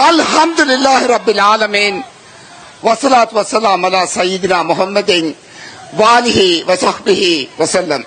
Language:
Divehi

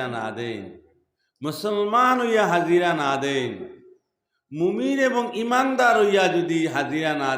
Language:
Sylheti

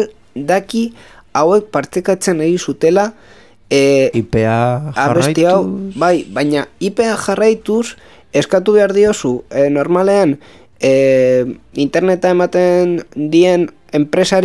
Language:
Basque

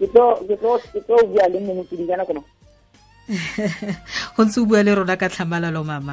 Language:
Tswana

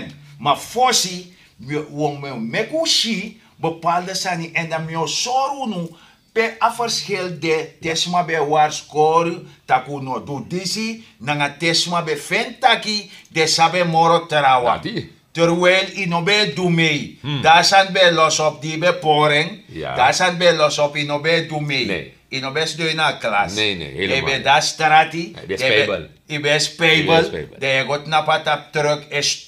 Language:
Sranan Tongo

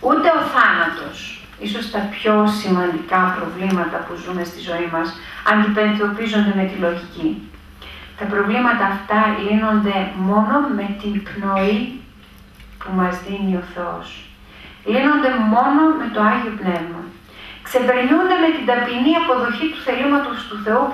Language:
Greek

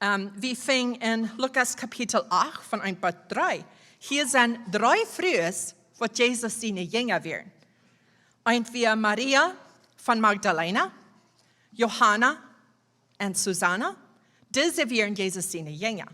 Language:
Plautdietsch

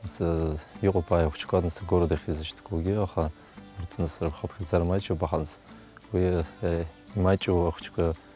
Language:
Abkhazian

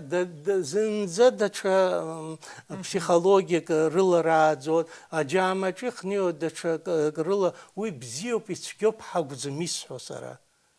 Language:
Abkhazian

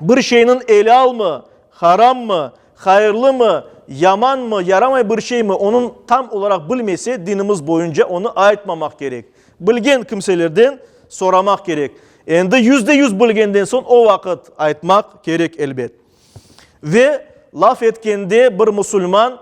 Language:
Crimean Tatar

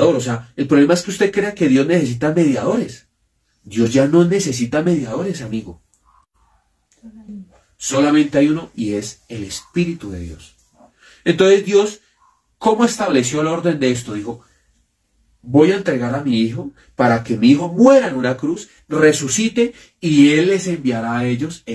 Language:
Spanish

